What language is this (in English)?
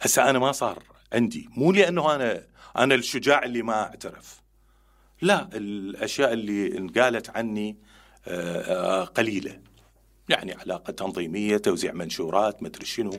Mesopotamian Arabic